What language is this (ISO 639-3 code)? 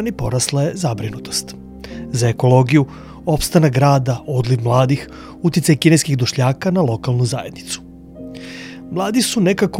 srp